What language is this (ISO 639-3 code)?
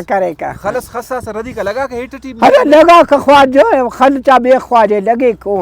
brh